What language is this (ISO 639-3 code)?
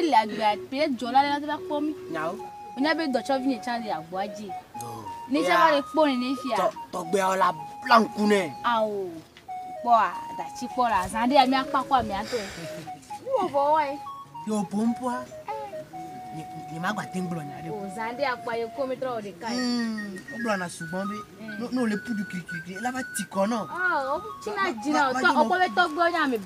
ewe